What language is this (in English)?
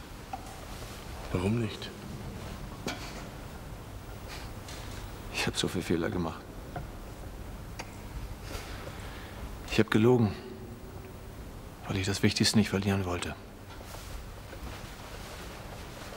German